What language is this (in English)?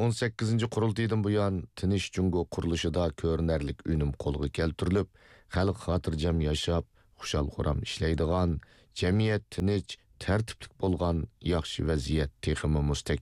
Uyghur